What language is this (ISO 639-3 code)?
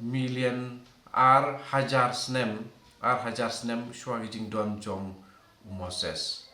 kha